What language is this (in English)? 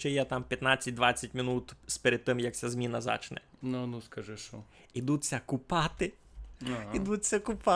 Rusyn